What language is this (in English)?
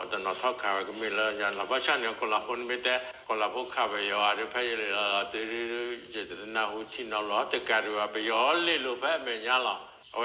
S'gaw Karen